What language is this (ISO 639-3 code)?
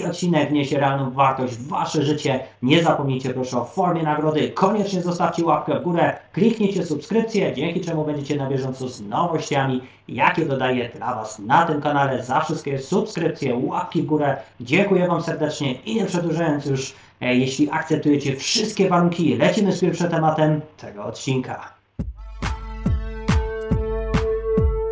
pol